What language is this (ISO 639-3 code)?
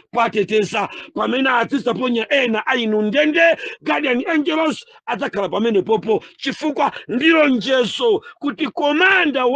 nya